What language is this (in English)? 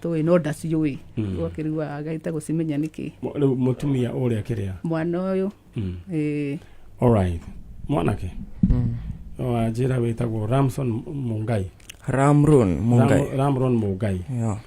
Kikuyu